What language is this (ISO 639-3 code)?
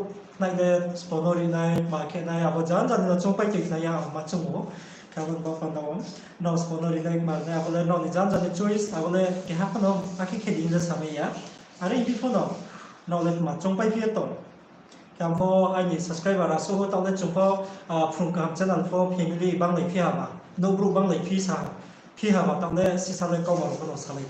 ria